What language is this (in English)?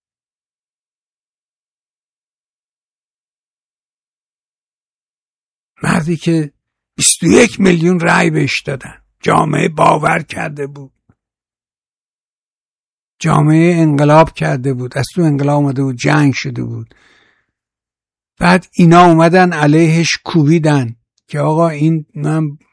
Persian